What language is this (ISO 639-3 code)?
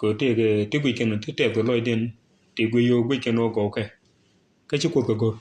nus